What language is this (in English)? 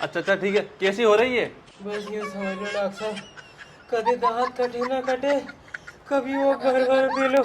Rajasthani